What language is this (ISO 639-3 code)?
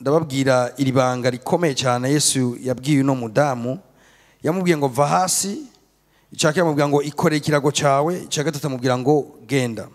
run